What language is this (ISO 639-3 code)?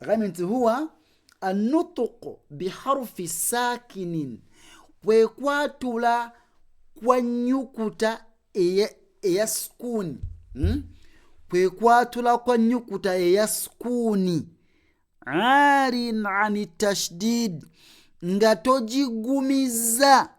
lug